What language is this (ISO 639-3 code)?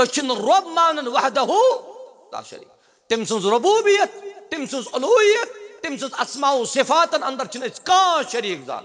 kas